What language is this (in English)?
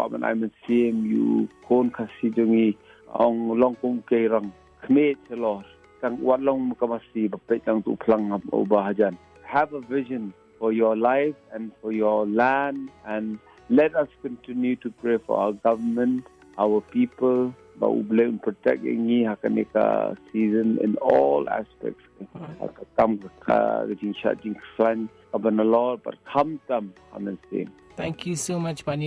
Malay